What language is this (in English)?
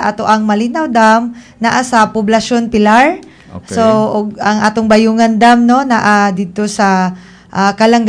Cebuano